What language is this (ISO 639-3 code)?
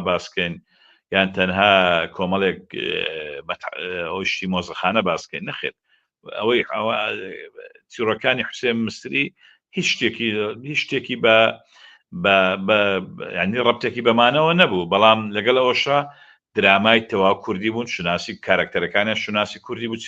ckb